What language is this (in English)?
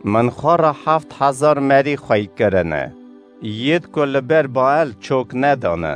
Kurdish